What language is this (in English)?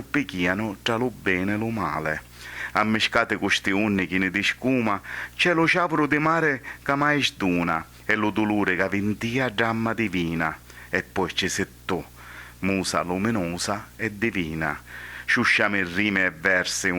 Sicilian